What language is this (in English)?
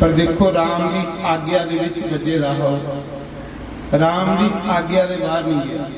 Dogri